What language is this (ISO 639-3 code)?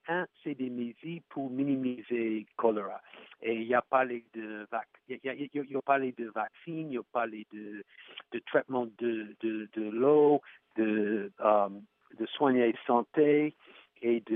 hat